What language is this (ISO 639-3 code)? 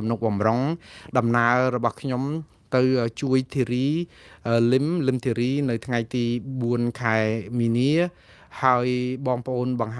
khm